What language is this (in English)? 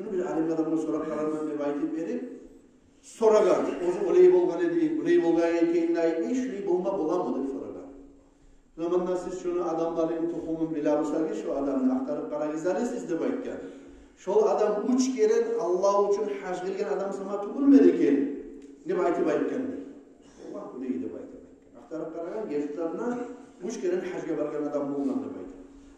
Kumyk